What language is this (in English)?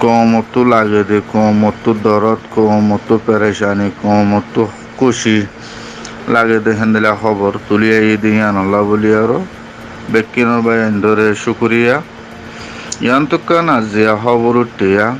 Rohingya